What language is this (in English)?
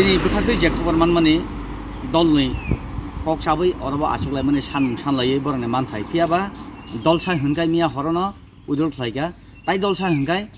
Kok Borok